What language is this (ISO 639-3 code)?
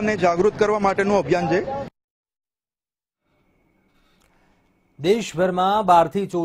guj